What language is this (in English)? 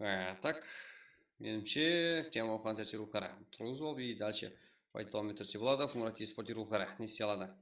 Kara-Kalpak